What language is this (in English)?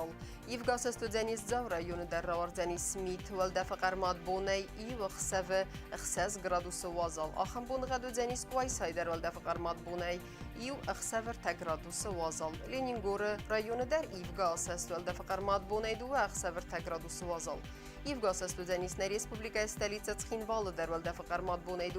Ossetic